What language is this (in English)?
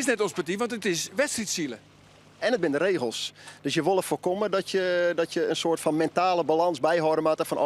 Western Frisian